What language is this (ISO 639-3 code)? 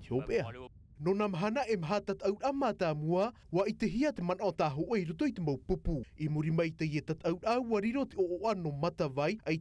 tah